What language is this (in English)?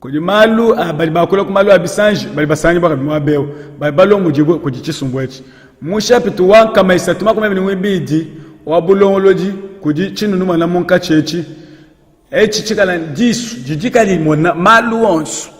Luba-Lulua